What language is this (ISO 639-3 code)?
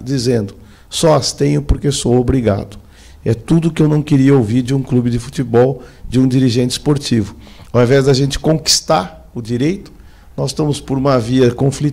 por